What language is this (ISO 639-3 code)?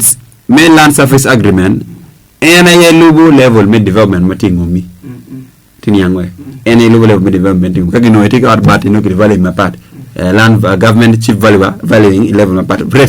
ach